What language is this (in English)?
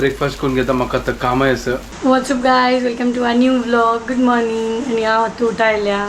Konkani